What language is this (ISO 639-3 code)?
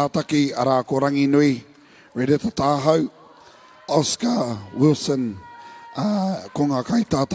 mri